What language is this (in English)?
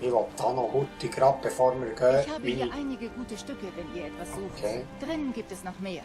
Swiss German